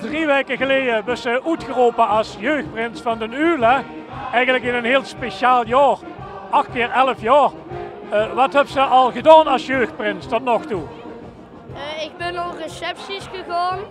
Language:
Limburgish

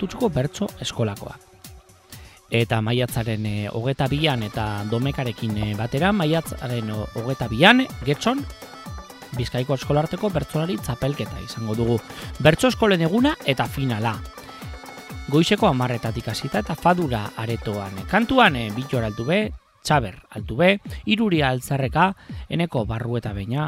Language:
Basque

